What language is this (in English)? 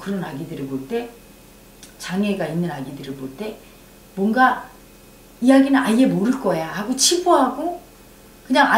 Korean